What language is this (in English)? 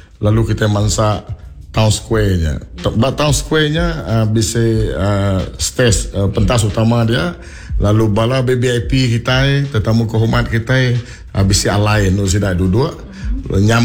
Iban